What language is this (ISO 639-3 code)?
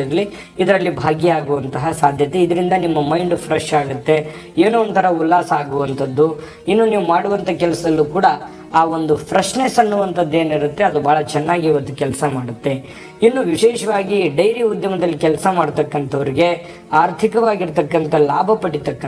kan